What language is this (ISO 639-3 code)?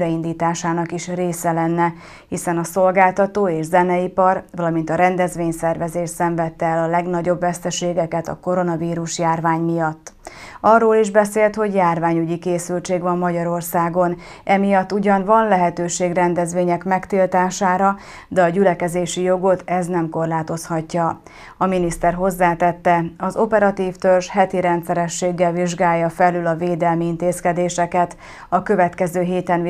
hun